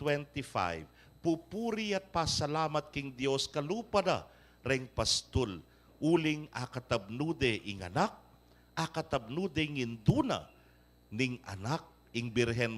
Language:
Pampanga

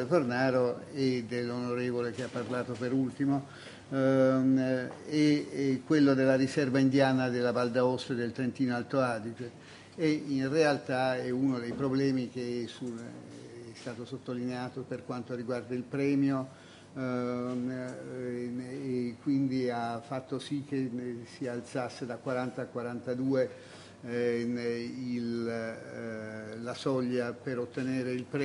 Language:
Italian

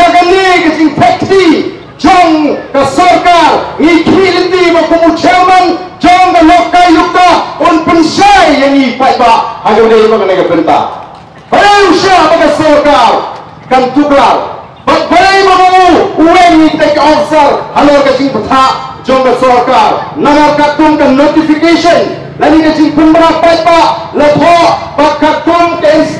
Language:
Khasi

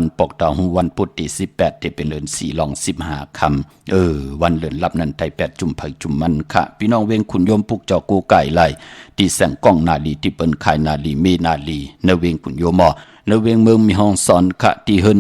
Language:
Shan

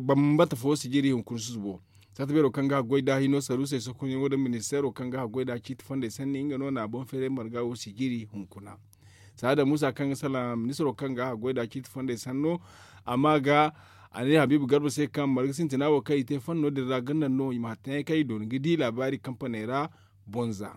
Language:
Zarma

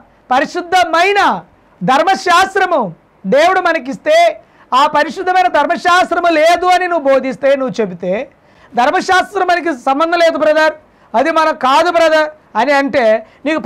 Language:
Telugu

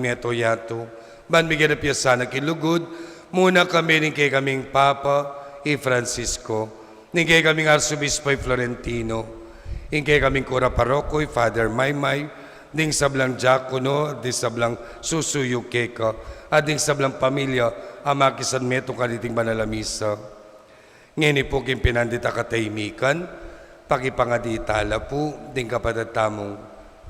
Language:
Pampanga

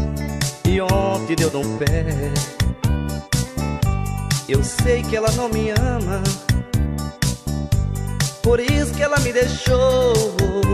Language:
Portuguese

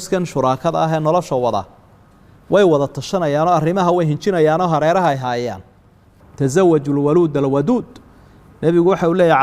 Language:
Somali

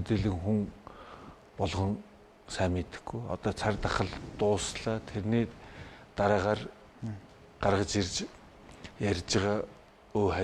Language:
Mongolian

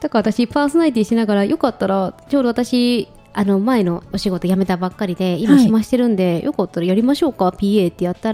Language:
Japanese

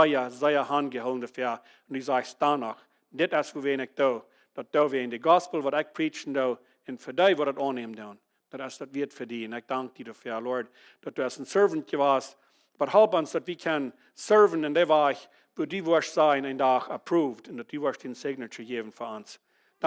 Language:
Plautdietsch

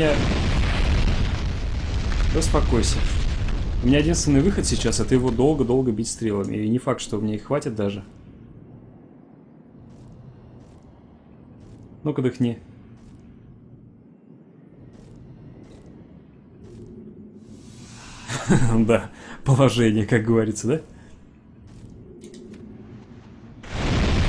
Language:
Russian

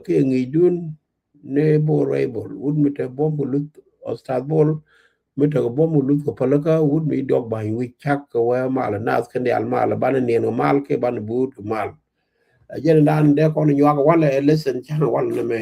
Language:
Nuer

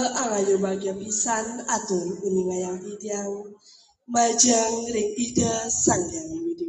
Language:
Balinese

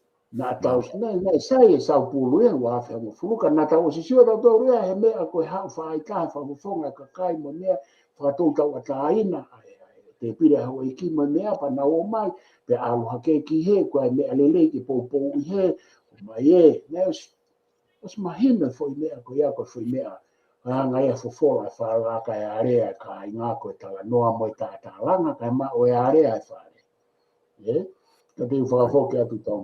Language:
Tongan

